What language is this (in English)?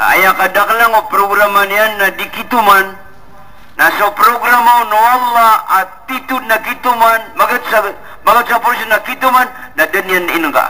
Maranao